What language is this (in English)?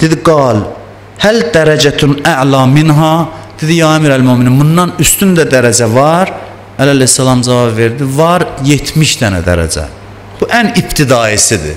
Azerbaijani